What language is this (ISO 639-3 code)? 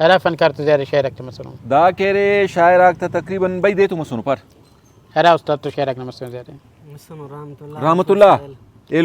brh